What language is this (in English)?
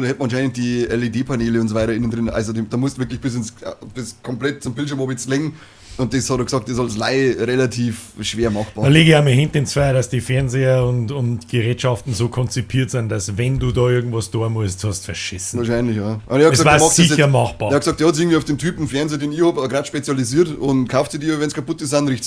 Bavarian